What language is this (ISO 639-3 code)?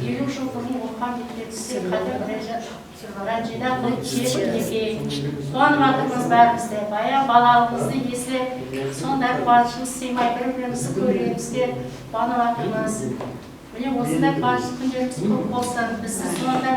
kaa